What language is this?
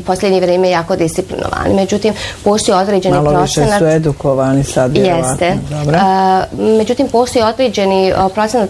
Bosnian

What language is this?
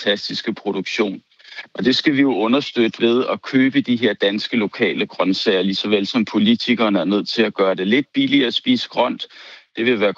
Danish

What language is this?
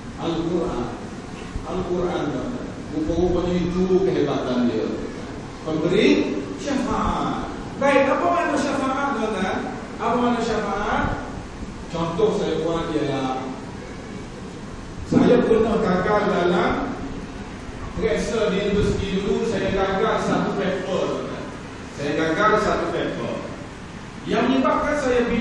Malay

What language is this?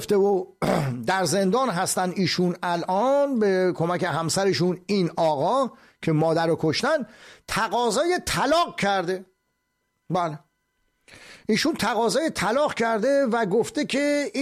Persian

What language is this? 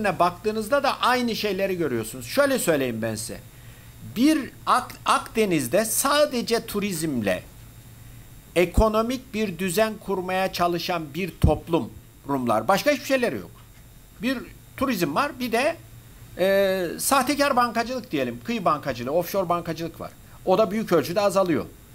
Turkish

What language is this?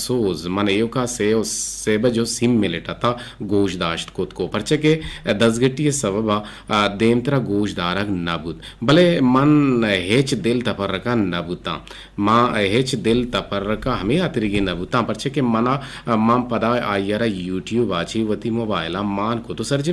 Eastern Balochi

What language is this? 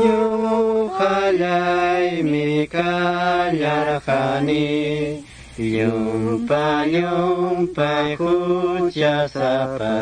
Quechua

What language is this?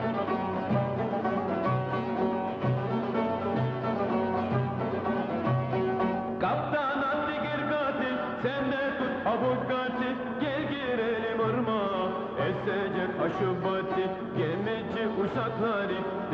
Turkish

